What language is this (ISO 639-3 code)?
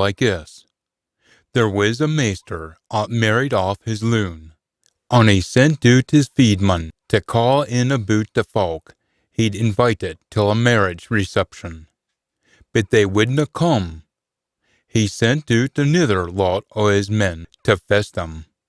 sco